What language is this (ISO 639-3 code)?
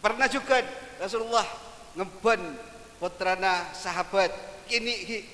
mad